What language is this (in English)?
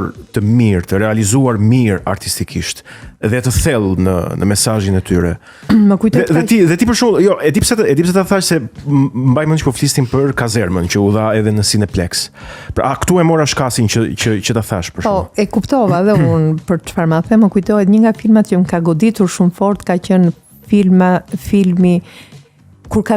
Albanian